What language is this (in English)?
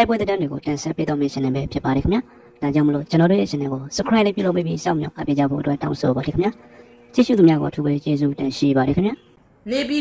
Burmese